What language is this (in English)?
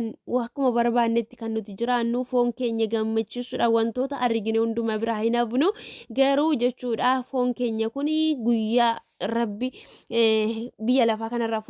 Oromo